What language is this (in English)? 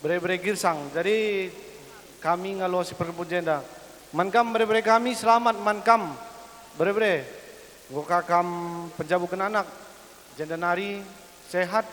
Batak Karo